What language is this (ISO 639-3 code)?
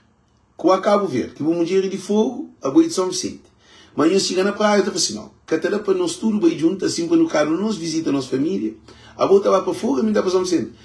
kea